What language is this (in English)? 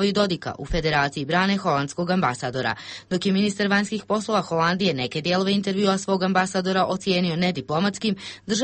Bosnian